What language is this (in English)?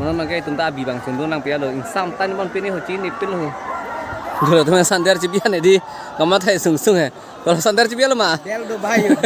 Karbi